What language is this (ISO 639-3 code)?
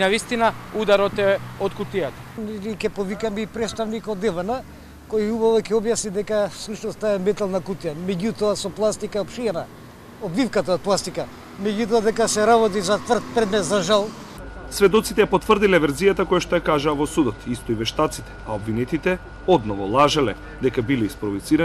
mkd